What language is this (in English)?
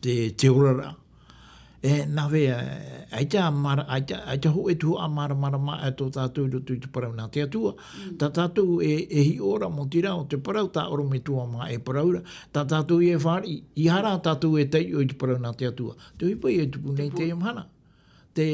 Tahitian